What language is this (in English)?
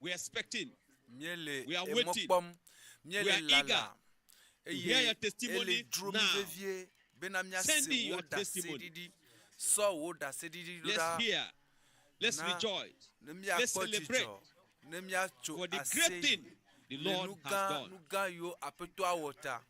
Ewe